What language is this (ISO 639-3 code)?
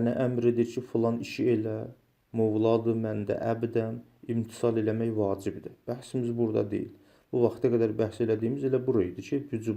aze